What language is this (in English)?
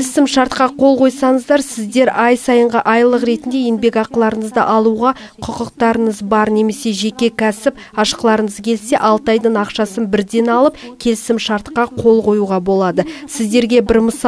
Kazakh